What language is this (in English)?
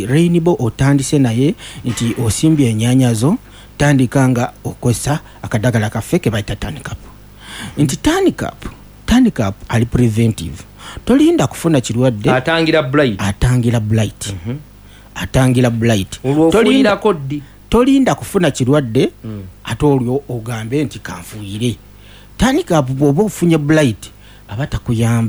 Ganda